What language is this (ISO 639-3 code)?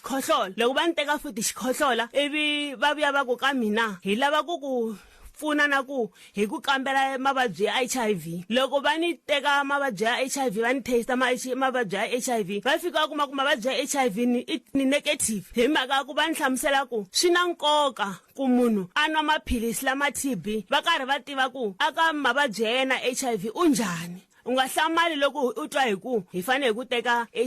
tso